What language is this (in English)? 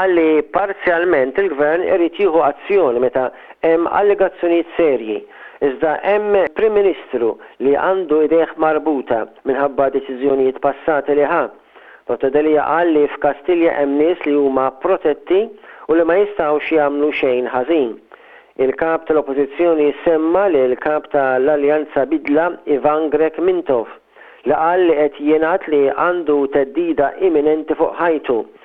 Maltese